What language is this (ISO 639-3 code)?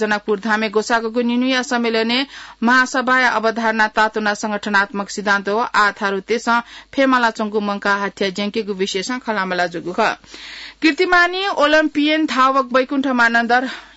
new